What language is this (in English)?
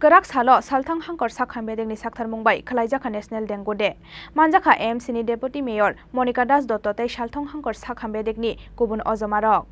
Kok Borok